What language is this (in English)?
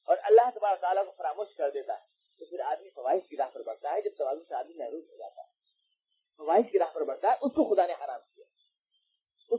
Urdu